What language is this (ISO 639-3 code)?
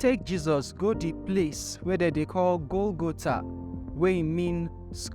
pcm